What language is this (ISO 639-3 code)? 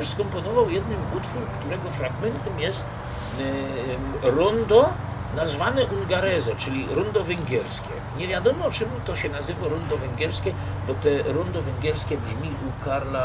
szl